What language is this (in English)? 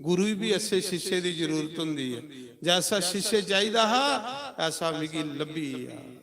Dogri